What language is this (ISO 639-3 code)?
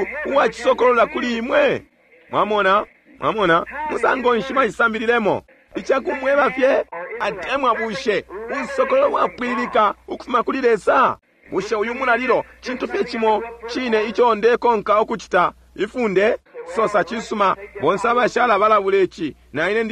bem